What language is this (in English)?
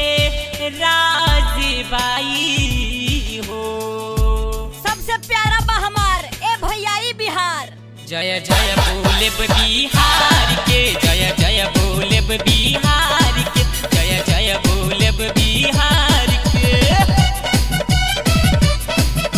Bhojpuri